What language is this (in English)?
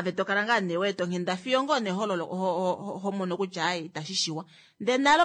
Kuanyama